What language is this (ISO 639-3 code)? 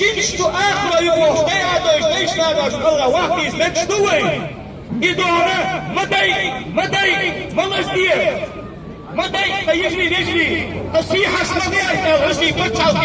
che